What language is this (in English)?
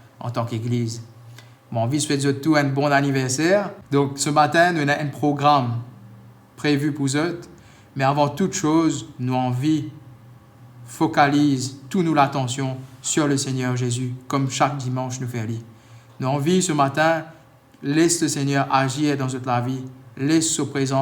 Morisyen